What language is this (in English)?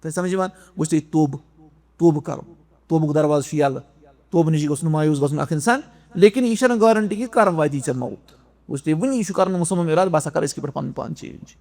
Kashmiri